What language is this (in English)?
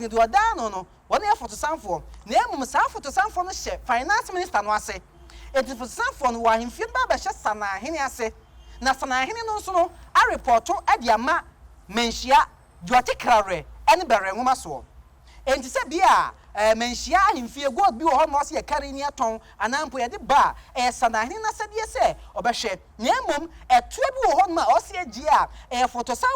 Akan